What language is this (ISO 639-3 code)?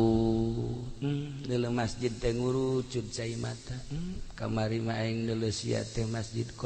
sun